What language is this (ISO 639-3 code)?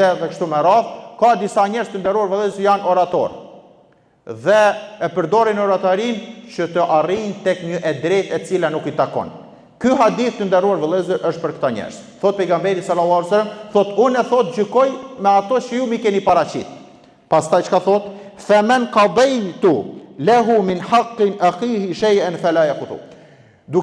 sqi